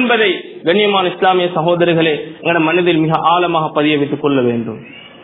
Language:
Tamil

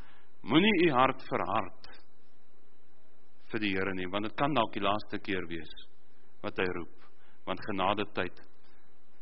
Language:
Afrikaans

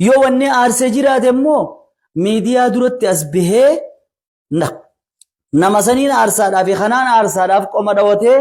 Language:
Oromo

